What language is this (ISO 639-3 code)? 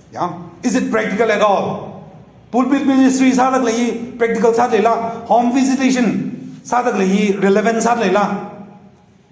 nmf